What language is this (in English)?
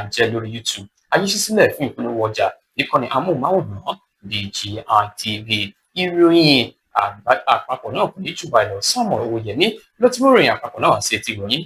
Yoruba